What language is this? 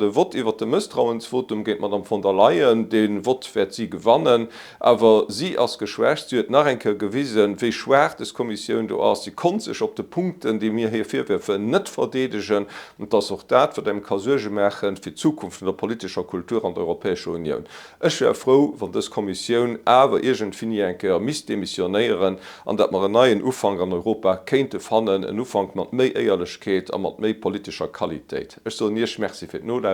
Luxembourgish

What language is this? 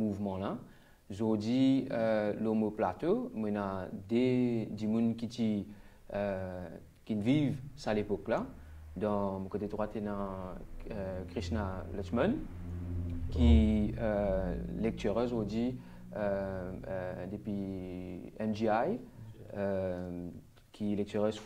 Morisyen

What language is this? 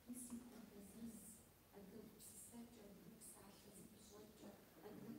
Kabardian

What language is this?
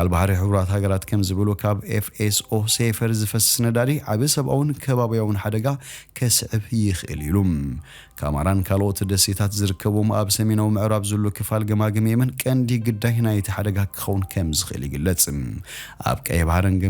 Tigrinya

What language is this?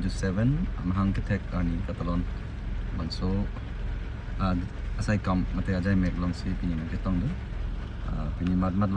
Karbi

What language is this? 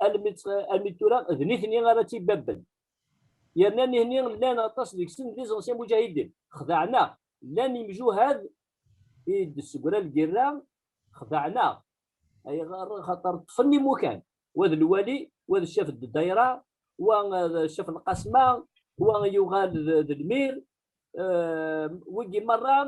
Kabyle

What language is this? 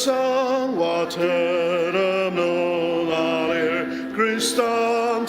Ao Naga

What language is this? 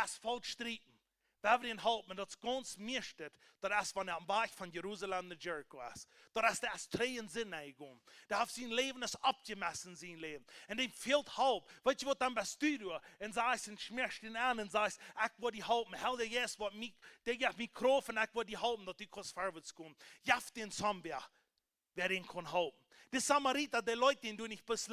Plautdietsch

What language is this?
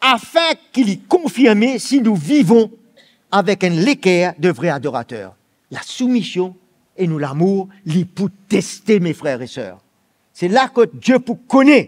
Morisyen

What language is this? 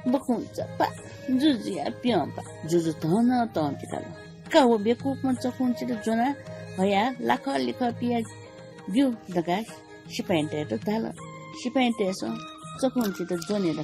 Newari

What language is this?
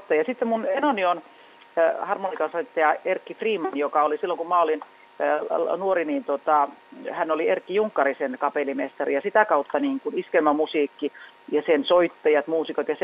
Finnish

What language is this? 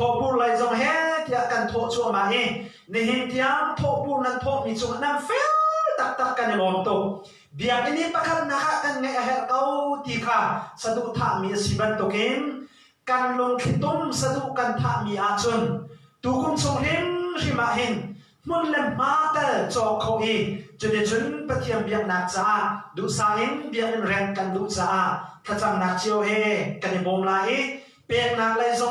Hakha Chin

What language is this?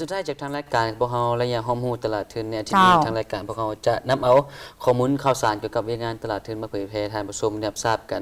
Lao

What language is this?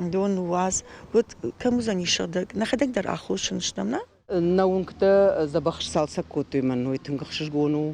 Ossetic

